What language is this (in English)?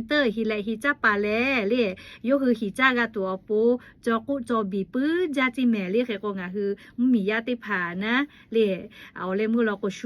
Lahu